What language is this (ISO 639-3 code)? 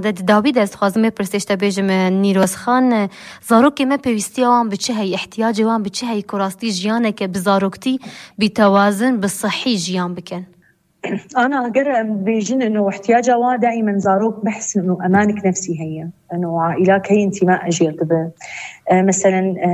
kur